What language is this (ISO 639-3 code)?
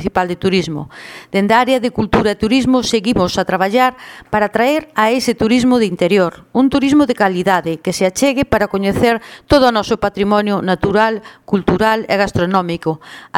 glg